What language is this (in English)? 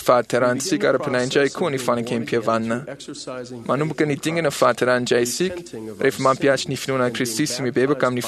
Malagasy